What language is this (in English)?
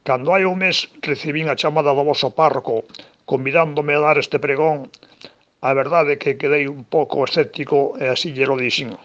Galician